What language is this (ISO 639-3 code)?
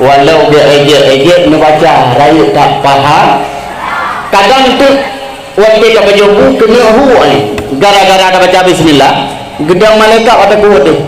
ace